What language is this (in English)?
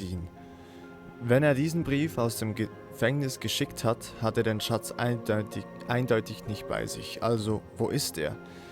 Swiss German